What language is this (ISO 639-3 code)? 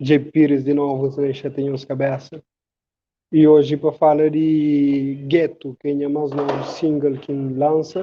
kea